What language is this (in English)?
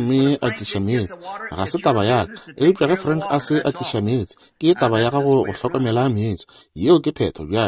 Northern Sotho